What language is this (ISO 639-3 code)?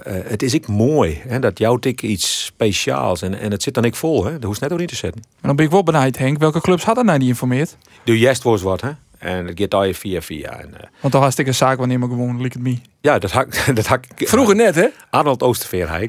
fry